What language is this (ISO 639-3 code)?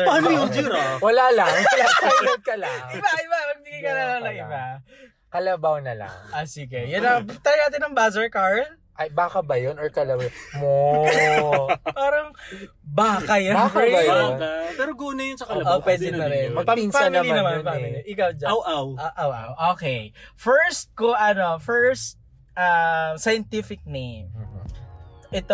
fil